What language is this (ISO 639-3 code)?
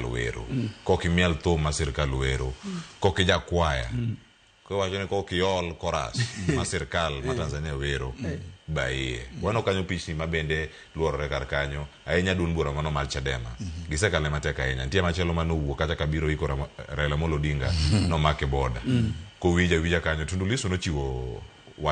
luo